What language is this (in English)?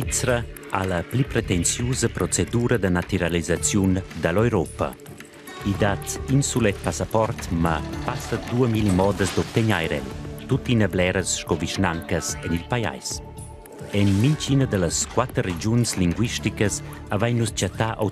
Romansh